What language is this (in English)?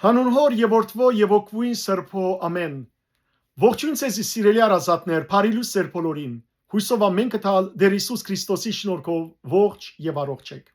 Western Armenian